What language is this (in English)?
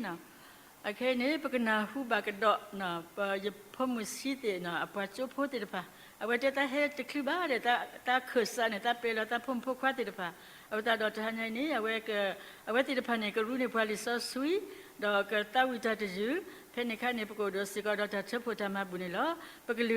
S'gaw Karen